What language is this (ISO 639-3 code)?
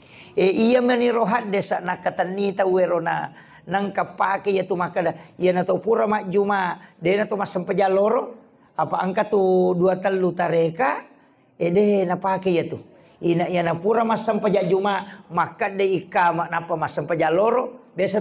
bug